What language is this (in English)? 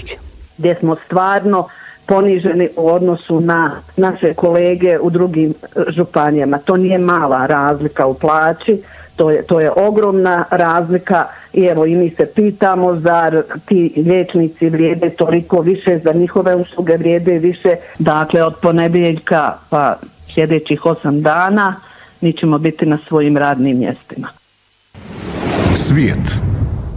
Croatian